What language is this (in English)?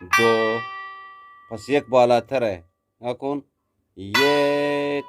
Eastern Balochi